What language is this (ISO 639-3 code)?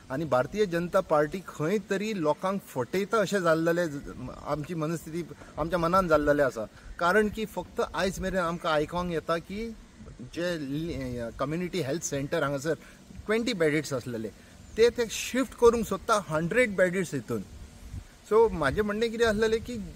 kok